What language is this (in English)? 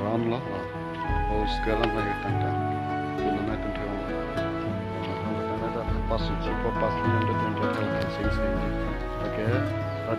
Karbi